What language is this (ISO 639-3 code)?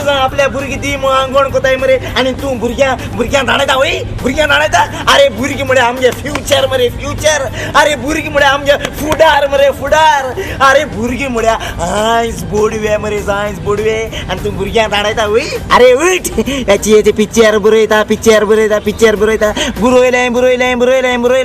kok